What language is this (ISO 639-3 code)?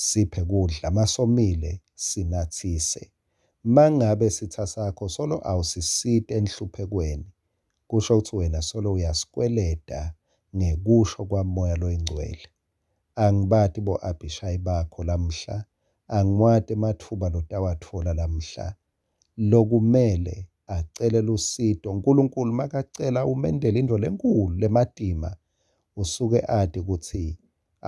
ssw